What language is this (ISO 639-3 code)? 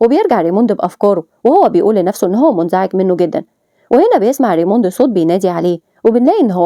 arz